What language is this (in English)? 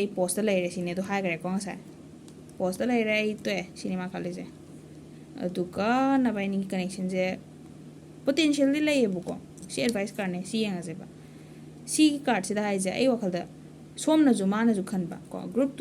Manipuri